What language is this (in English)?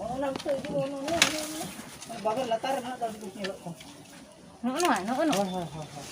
Santali